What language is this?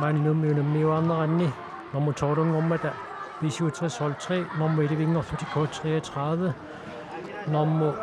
Kalaallisut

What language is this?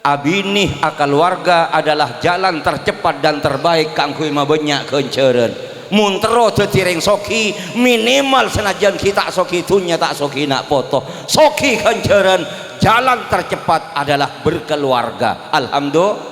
Madurese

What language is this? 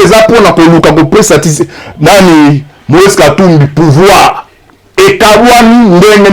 Lingala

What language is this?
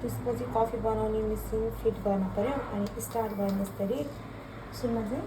Nepali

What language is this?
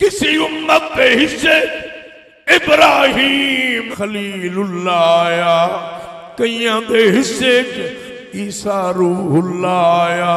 Saraiki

